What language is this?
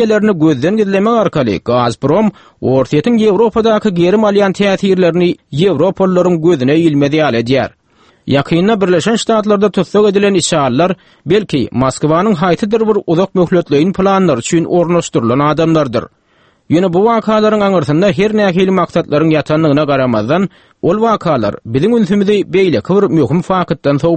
Turkmen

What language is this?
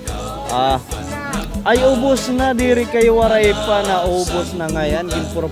Waray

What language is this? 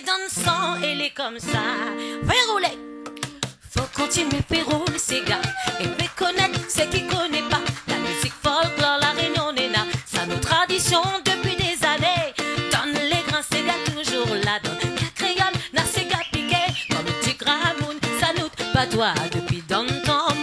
Réunion Creole French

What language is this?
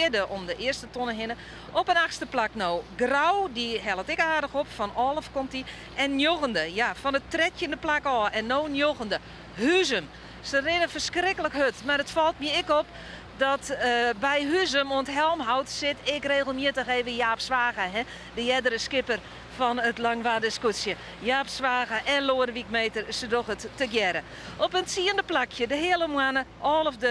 Western Frisian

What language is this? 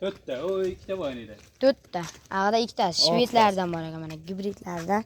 Uzbek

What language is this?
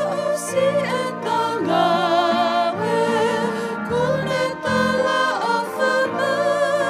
Tongan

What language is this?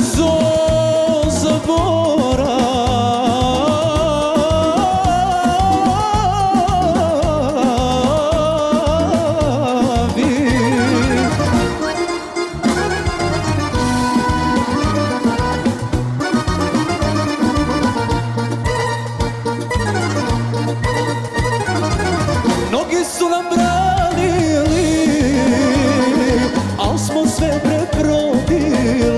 Serbian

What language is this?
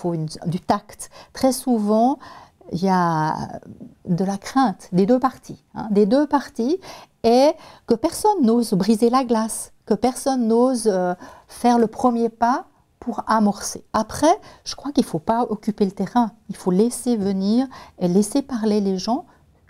French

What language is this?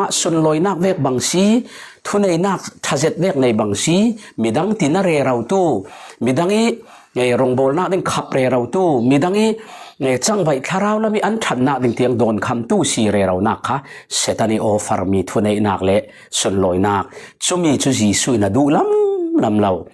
Falam Chin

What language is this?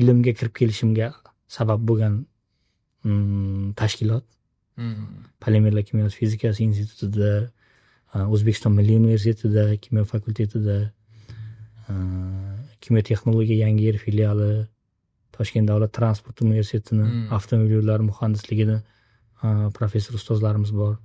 Uzbek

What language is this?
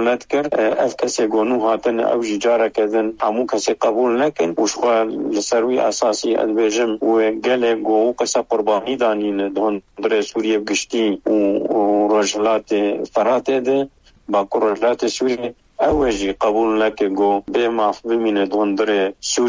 Kurdish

